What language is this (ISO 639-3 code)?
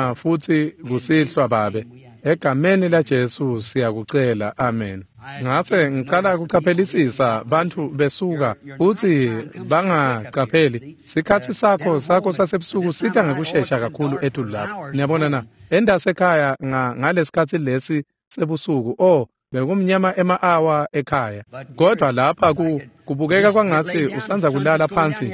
ssw